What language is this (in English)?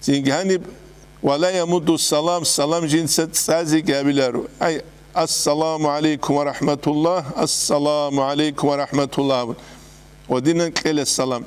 Avaric